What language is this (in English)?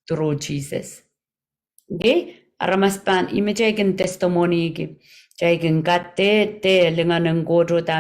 Pohnpeian